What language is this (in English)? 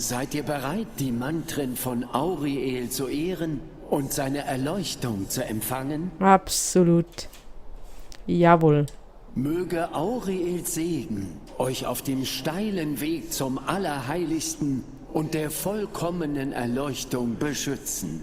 Swiss German